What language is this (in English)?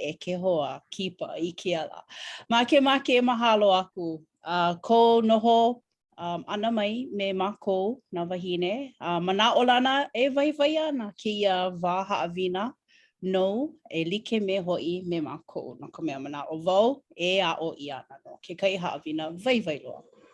Hawaiian